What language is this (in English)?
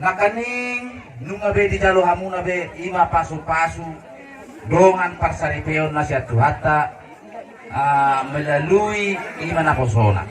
Batak Toba